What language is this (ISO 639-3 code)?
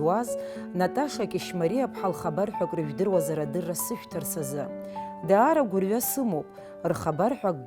abk